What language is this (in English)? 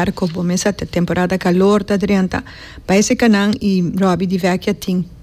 Papiamento